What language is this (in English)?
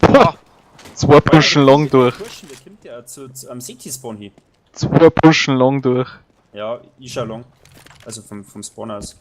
Bavarian